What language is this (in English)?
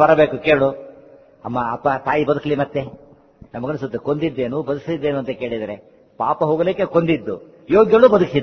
Kannada